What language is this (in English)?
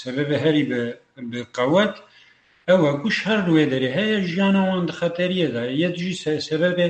Kurdish